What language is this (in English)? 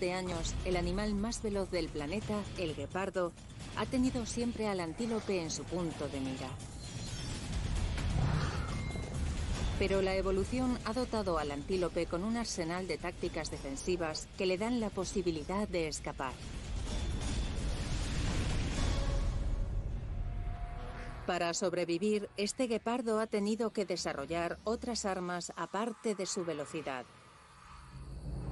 Spanish